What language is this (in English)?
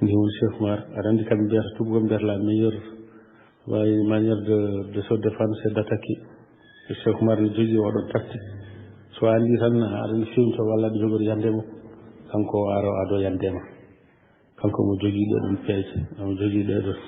Fula